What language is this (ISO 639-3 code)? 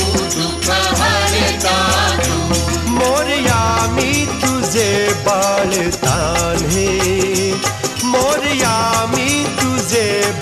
mar